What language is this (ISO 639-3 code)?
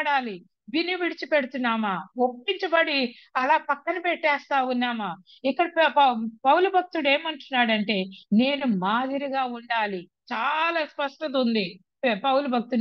tel